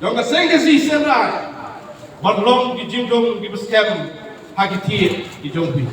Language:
Khasi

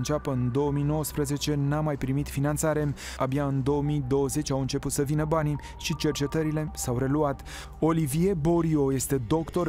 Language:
Romanian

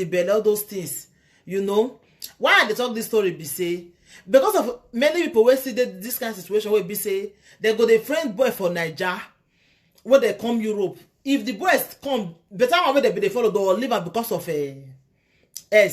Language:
Nigerian Pidgin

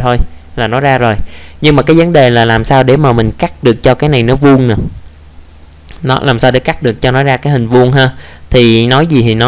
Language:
Vietnamese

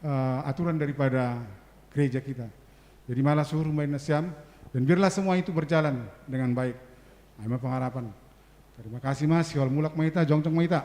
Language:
Batak Simalungun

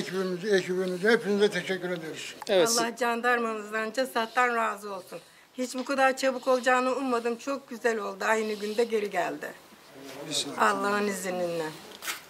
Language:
Turkish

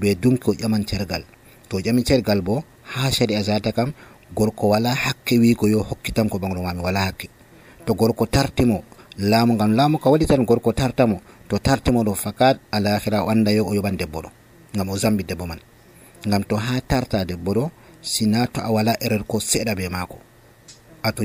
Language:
Nigerian Fulfulde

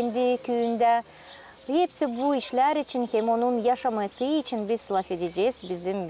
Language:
Gagauz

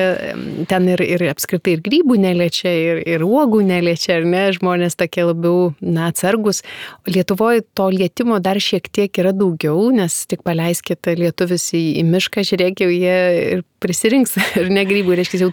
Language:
Lithuanian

